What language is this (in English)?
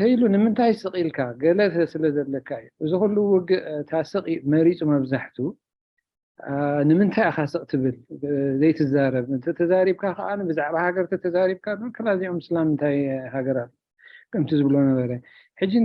Tigrinya